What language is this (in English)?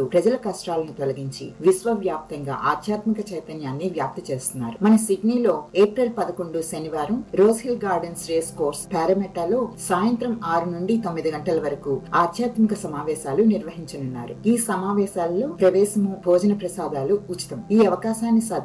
Telugu